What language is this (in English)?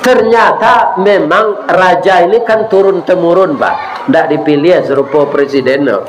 Minangkabau